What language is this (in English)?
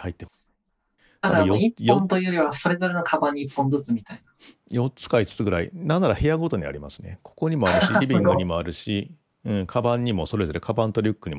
Japanese